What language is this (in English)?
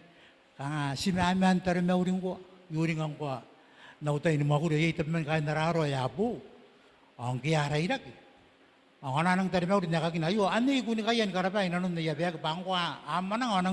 Gilbertese